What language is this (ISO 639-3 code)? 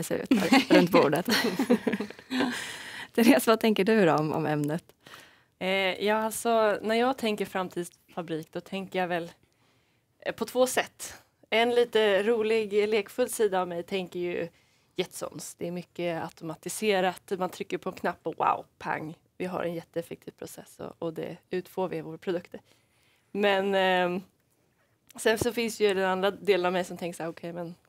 swe